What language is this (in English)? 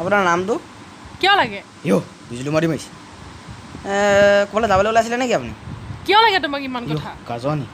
Assamese